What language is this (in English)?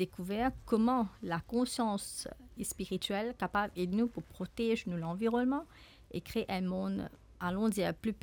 Morisyen